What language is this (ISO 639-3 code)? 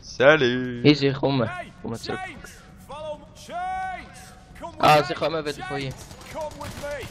gsw